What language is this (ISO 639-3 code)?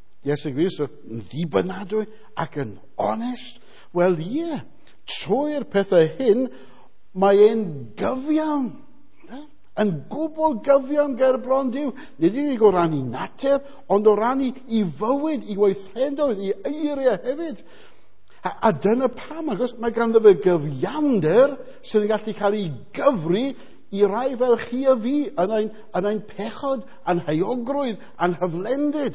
cym